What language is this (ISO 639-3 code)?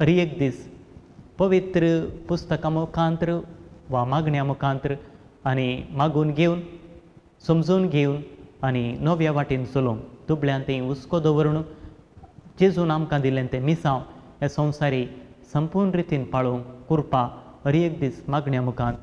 kok